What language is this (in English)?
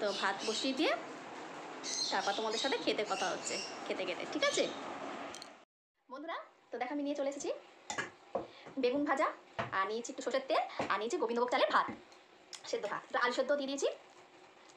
Bangla